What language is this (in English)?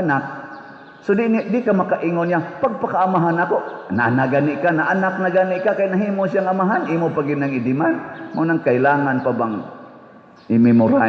Cebuano